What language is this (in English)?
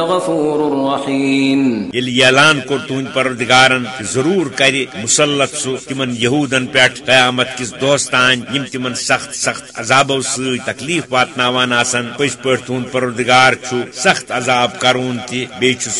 Kashmiri